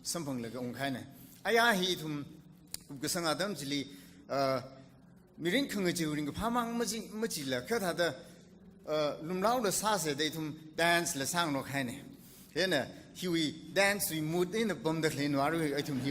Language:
Tangkhul Naga (India)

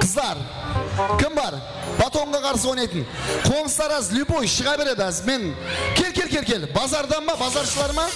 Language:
Kara-Kalpak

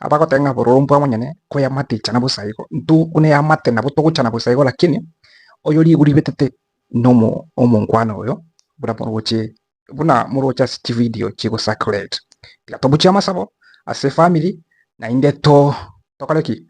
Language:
Gusii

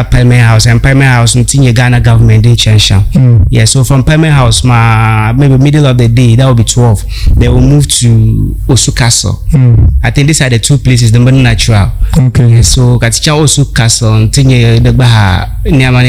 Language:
Dagbani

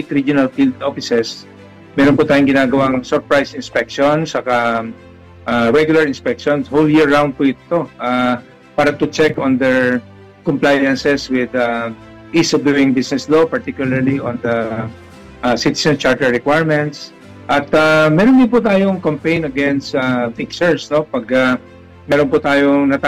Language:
Filipino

